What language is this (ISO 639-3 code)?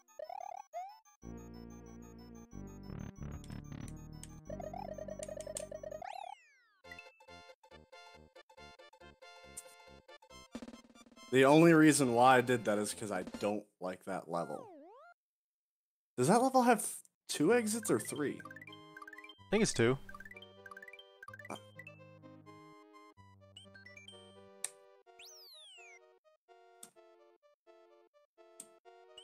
eng